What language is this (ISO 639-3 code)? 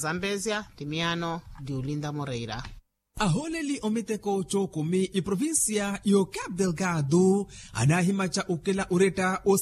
vmw